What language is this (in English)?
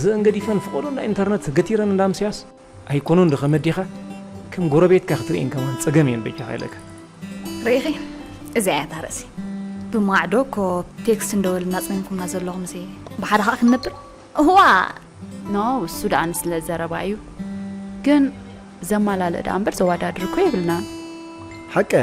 Tigrinya